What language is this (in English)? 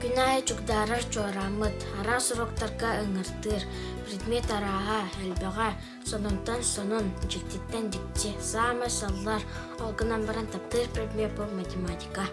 Yakut